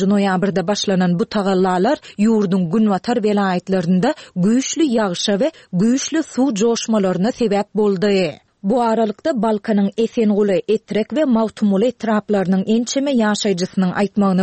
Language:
Turkmen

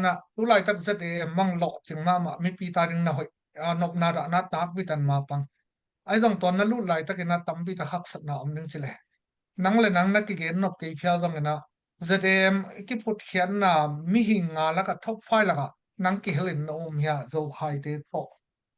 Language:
Tedim Chin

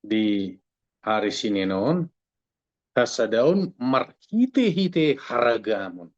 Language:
Batak Toba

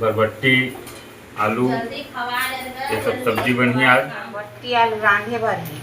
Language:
Chhattisgarhi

